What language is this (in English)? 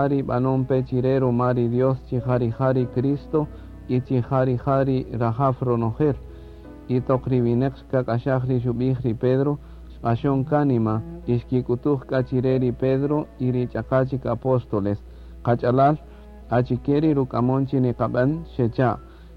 Kaqchikel